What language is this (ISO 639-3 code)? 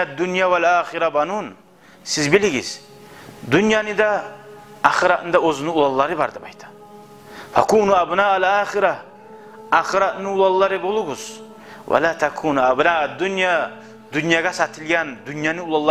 kum